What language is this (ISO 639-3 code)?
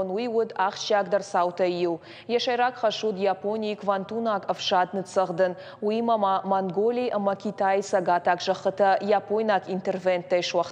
oss